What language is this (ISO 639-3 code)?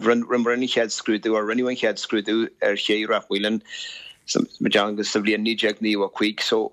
gle